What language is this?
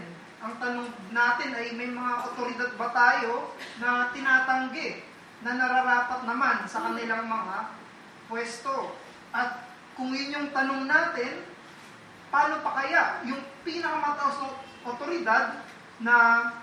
Filipino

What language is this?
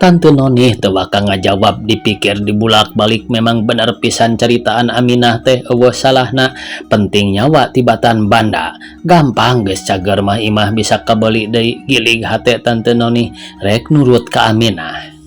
Sundanese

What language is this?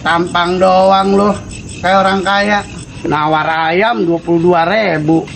Betawi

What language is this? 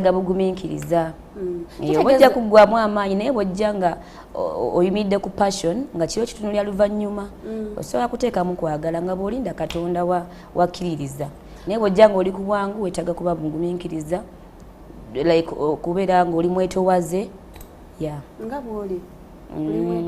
Ganda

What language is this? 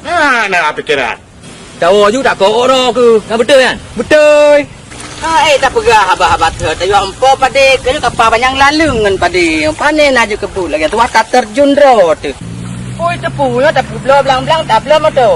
Achinese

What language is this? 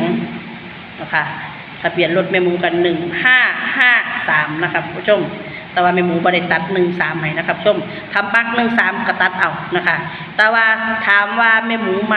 Northeastern Thai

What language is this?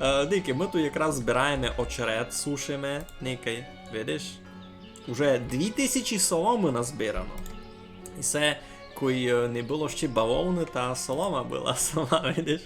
Rusyn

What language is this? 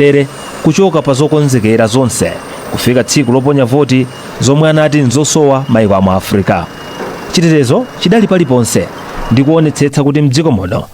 Nyanja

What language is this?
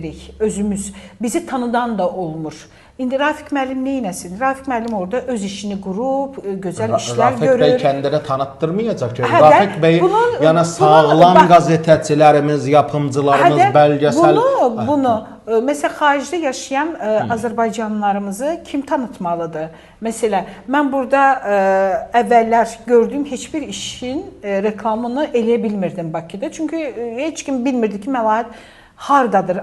Azerbaijani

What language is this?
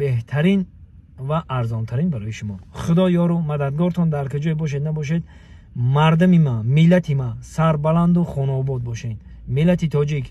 Tajik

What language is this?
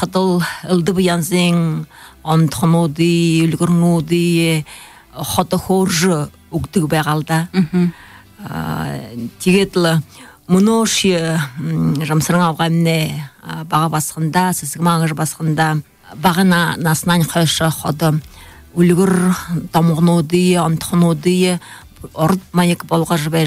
Buriat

